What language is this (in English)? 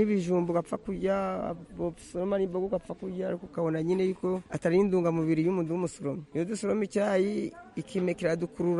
Kinyarwanda